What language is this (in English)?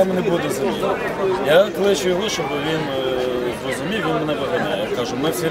Ukrainian